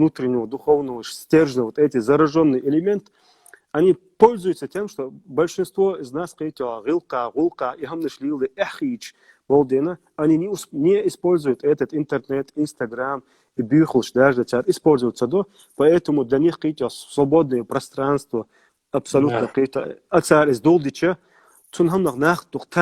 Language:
Chechen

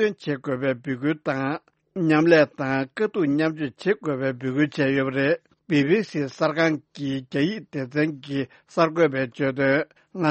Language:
Tibetan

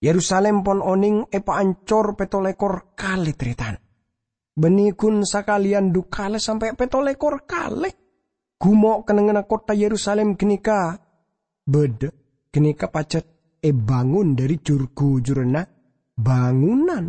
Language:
Madurese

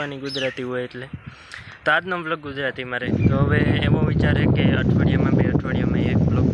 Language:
Gujarati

